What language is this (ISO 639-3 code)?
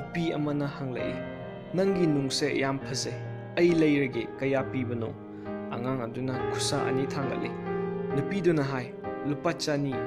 mni